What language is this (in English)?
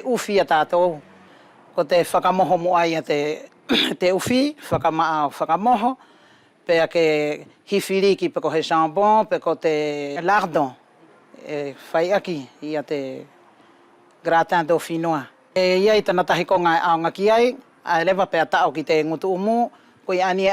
Wallisian